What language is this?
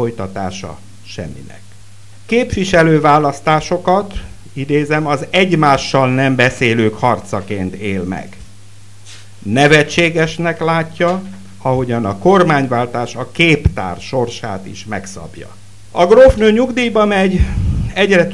Hungarian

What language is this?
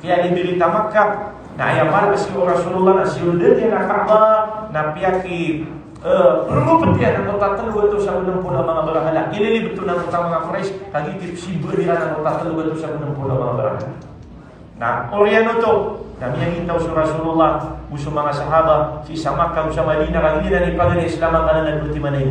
Maranao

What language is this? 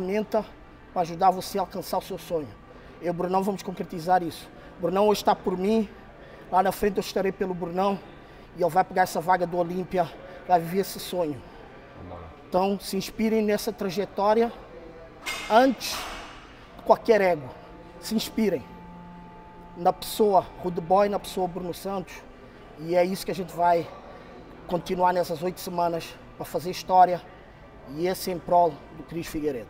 Portuguese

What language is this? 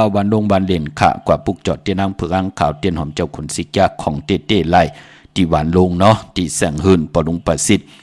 Shan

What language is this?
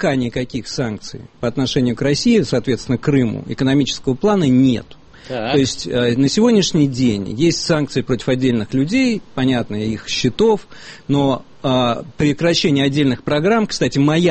Russian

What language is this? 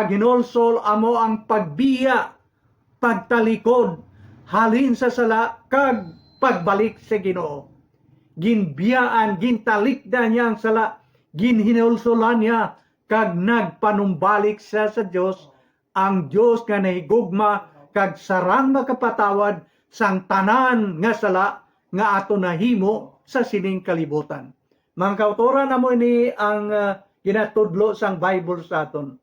Hiligaynon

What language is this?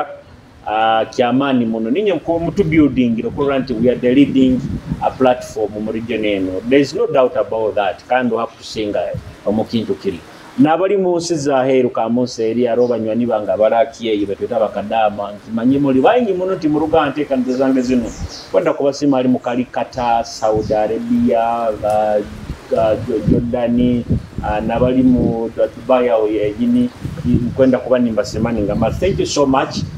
Nyoro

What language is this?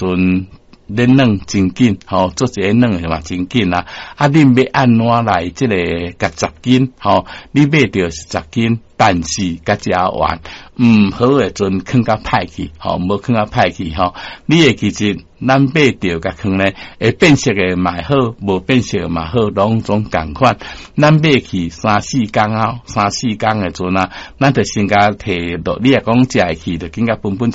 Min Nan Chinese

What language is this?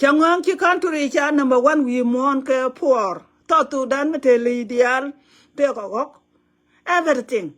Nuer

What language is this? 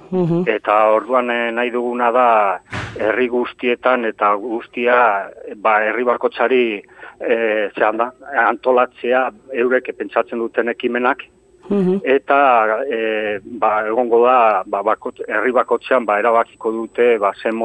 Basque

